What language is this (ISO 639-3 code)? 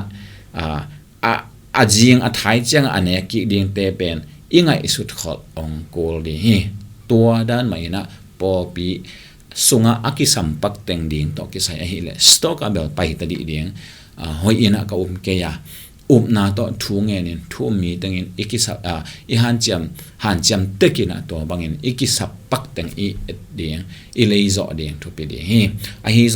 ctd